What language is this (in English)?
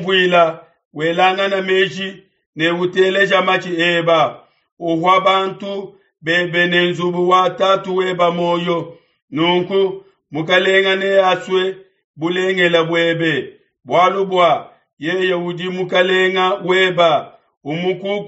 Luba-Lulua